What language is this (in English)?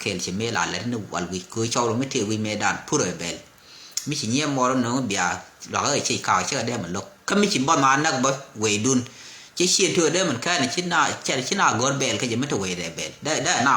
Nuer